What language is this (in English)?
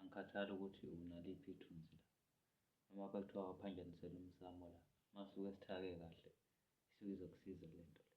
Zulu